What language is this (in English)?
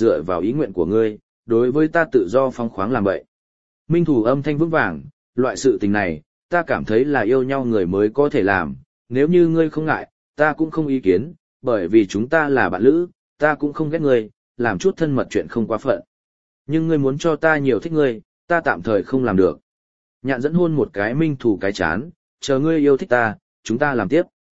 Vietnamese